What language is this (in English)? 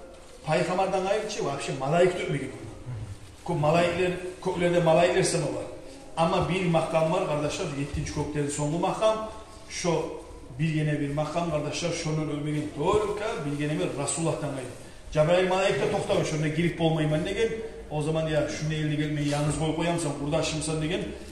Kumyk